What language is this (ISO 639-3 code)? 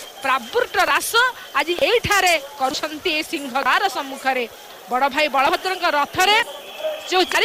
ori